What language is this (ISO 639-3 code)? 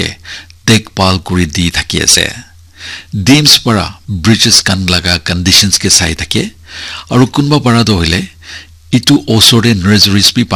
nag